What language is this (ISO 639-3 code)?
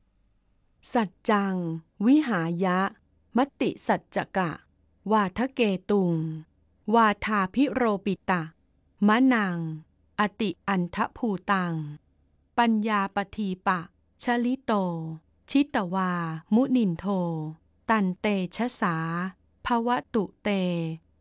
tha